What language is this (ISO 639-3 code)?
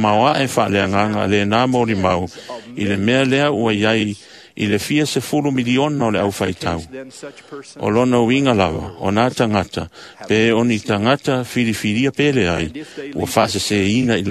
smo